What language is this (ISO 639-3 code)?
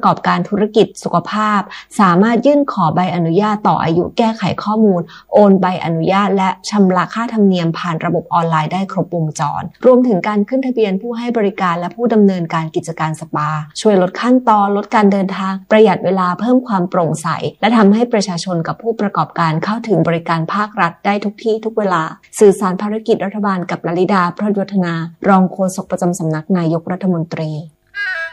tha